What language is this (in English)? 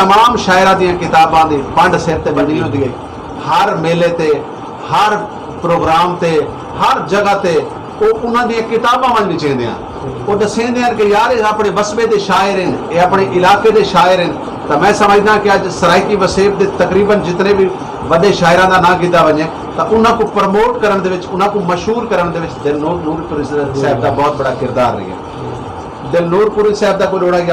Saraiki